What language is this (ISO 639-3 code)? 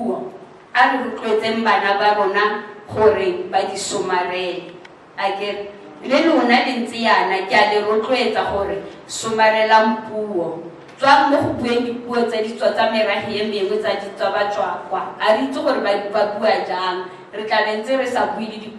tsn